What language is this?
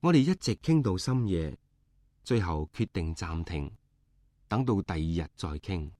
Cantonese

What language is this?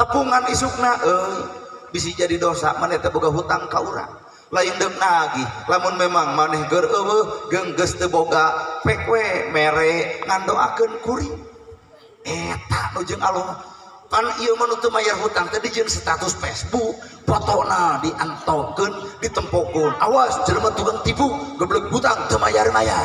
Sundanese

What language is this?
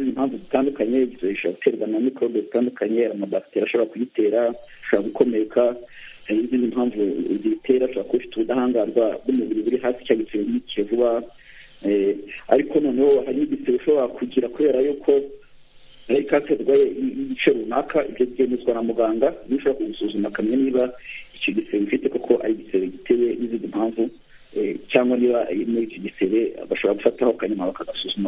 Kinyarwanda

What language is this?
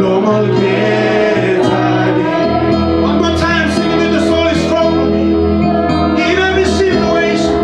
Tok Pisin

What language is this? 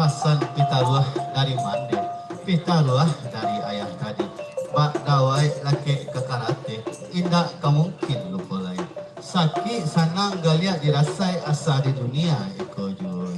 Minangkabau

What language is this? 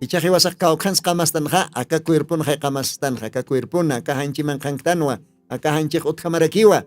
Aymara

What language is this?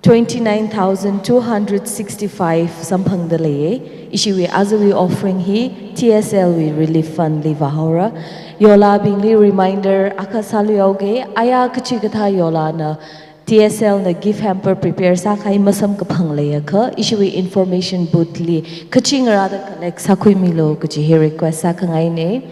Tangkhul Naga (India)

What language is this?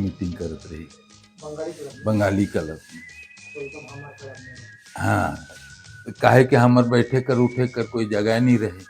Sadri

